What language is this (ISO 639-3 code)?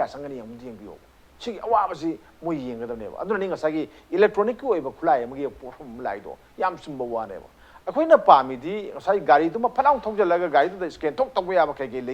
mni